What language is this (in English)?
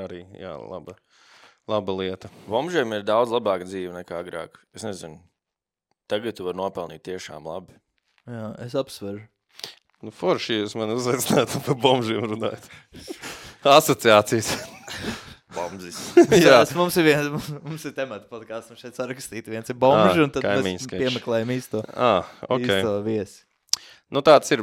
Latvian